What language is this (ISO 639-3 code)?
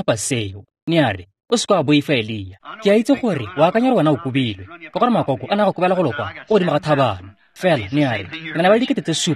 tsn